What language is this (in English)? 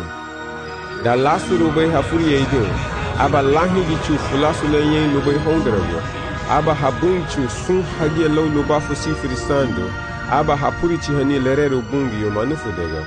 Garifuna